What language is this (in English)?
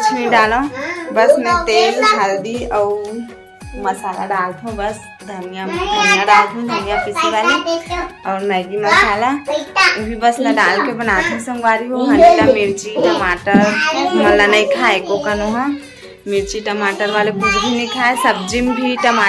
Chhattisgarhi